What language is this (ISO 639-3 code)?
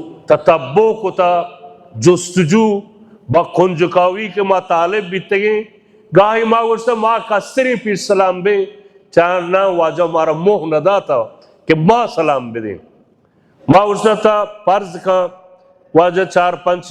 bal